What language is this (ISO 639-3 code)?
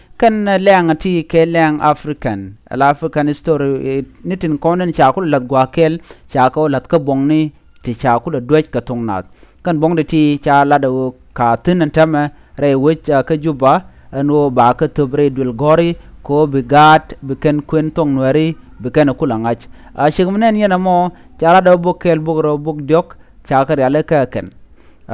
nus